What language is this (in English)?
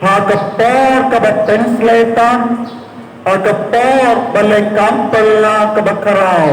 Khasi